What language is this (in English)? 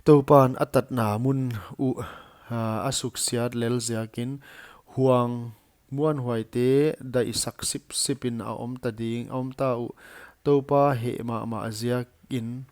Paite Chin